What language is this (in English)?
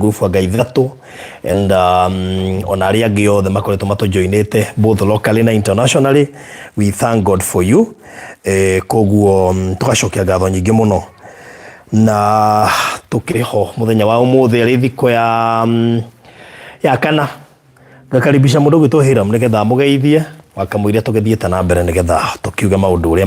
Kikuyu